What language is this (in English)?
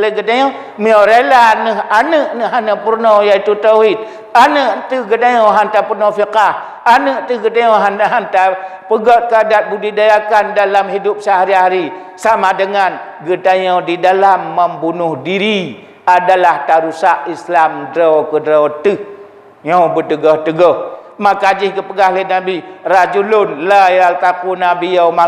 Achinese